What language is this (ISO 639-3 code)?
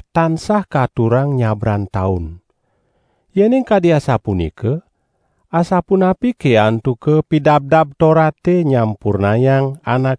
ban